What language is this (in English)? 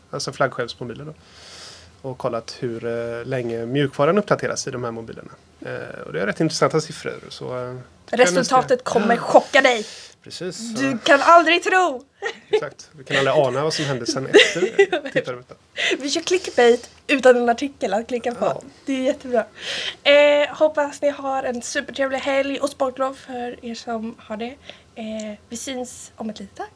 Swedish